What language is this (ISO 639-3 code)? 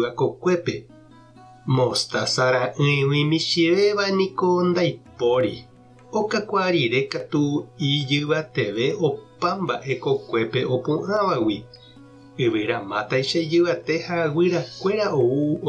grn